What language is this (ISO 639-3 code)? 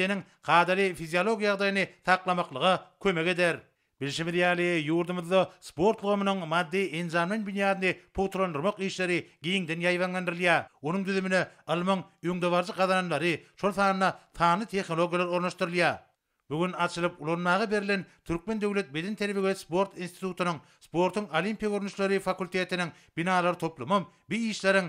tuk